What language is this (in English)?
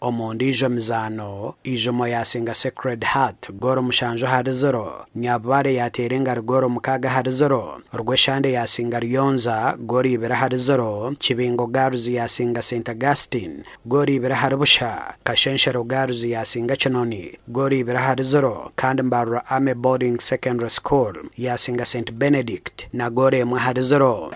Nyankole